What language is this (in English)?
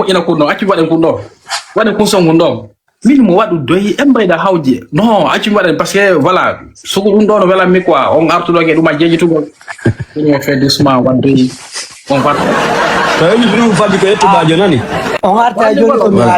Fula